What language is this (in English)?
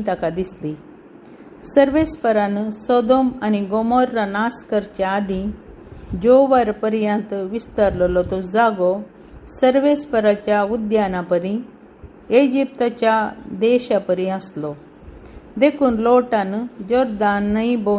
Konkani